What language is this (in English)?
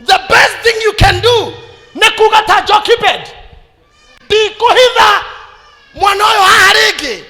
Kikuyu